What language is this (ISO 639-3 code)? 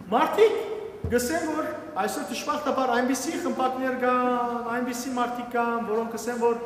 hyw